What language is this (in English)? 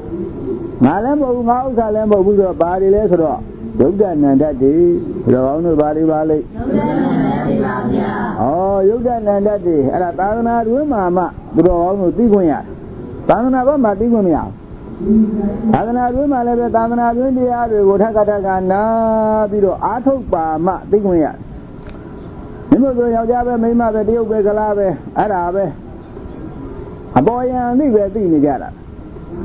Burmese